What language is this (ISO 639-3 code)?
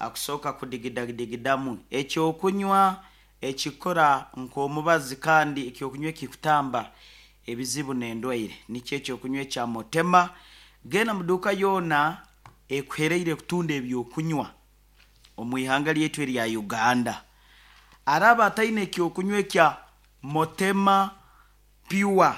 nyn